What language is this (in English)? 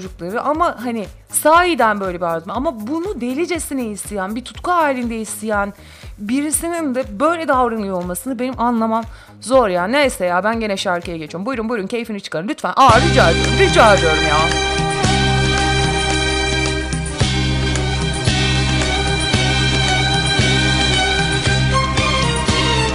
Turkish